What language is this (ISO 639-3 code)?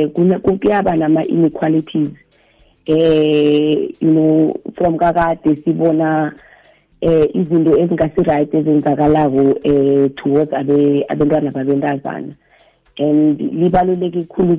nbl